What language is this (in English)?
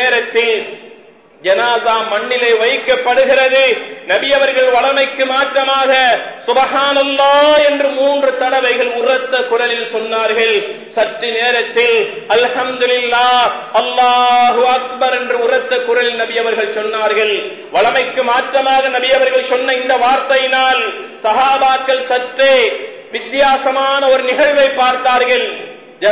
Tamil